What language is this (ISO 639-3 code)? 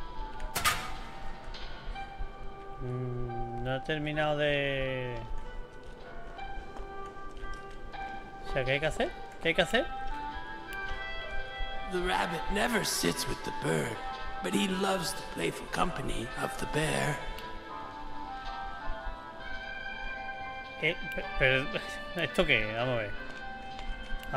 spa